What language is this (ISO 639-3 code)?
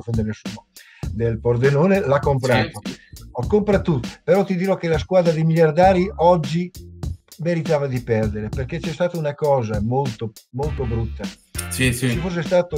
ita